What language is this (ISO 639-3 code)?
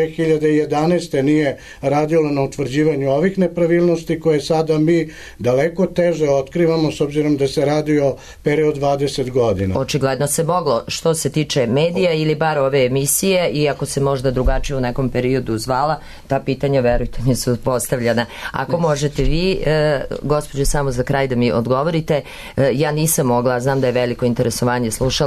srp